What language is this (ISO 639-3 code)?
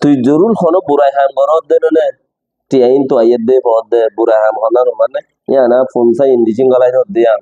rhg